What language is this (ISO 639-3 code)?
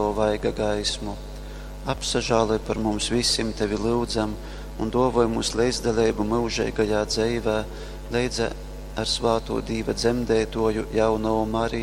ltg